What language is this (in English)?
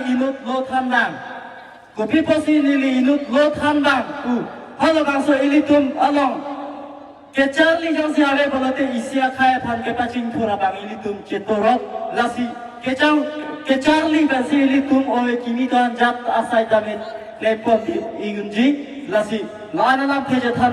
Karbi